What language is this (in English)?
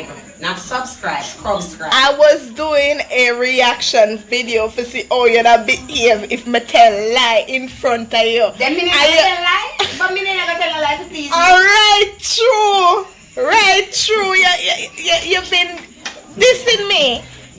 Jamaican Creole English